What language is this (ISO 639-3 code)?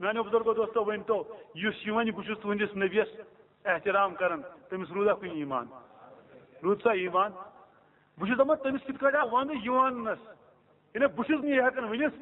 kas